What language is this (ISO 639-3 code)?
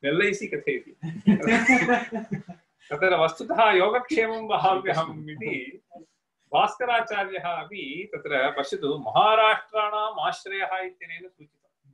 san